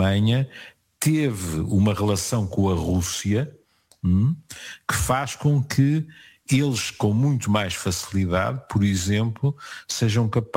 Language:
Portuguese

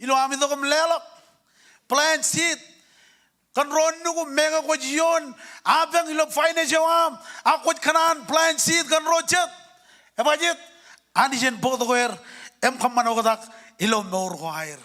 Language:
Marshallese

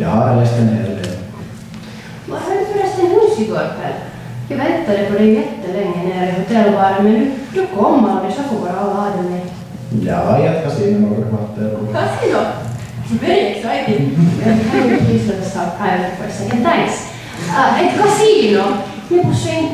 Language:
Swedish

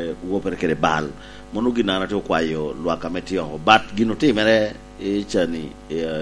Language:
Lango (Uganda)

